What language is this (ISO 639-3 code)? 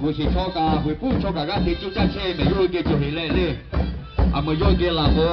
lhu